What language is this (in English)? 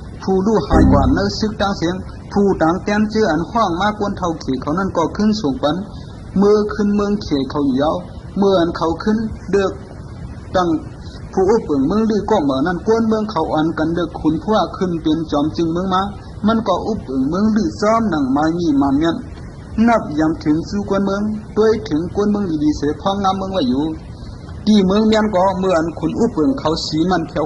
Shan